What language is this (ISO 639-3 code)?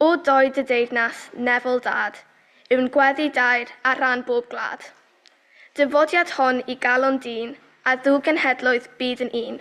cym